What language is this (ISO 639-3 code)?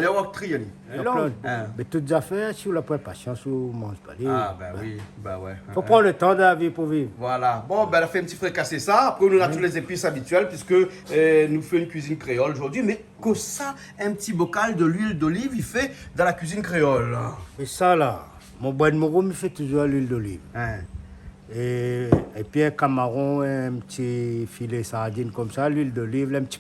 rcf